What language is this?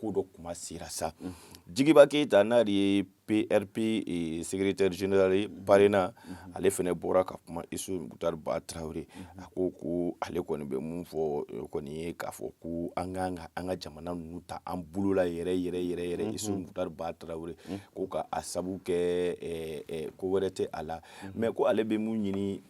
Bambara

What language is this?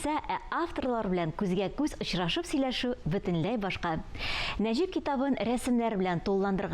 Tatar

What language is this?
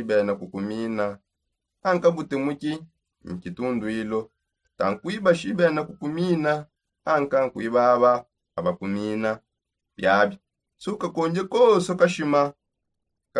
Songe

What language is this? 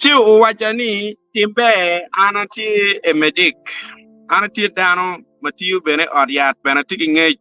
Acoli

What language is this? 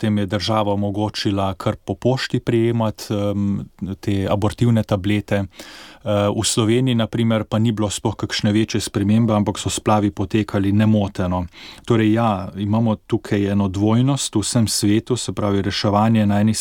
Slovenian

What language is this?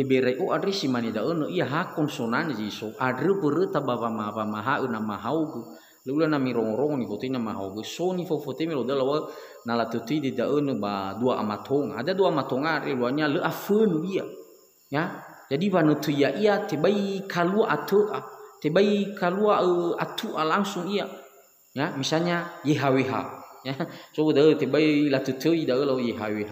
Nias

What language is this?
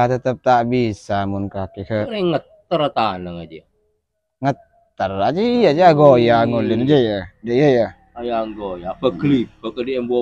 Madurese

